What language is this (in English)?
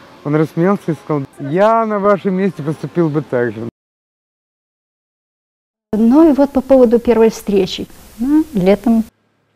Russian